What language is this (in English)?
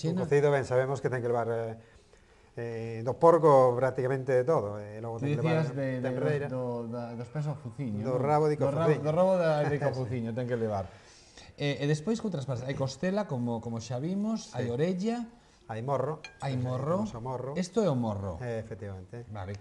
Galician